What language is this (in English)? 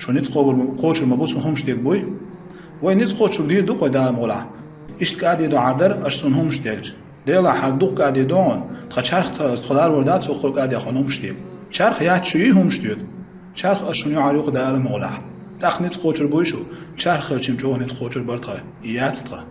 Chechen